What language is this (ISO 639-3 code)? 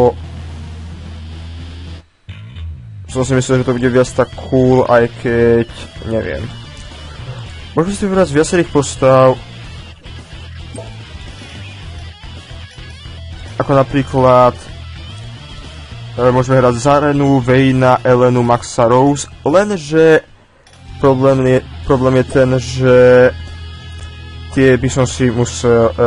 slk